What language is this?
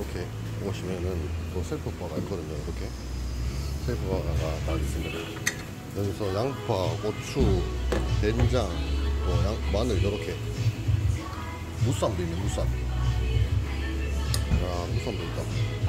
Korean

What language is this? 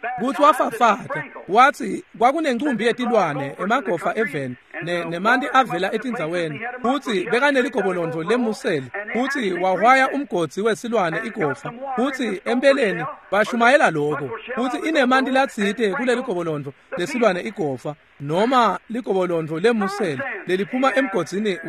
Swati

